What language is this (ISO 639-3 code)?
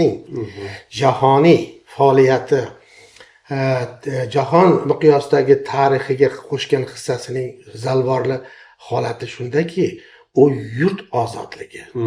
uzb